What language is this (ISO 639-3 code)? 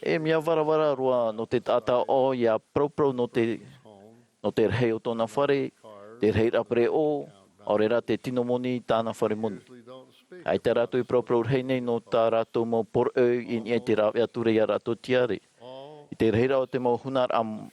tah